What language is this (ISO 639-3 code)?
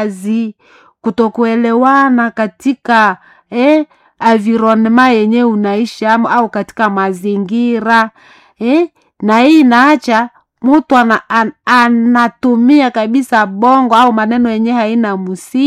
swa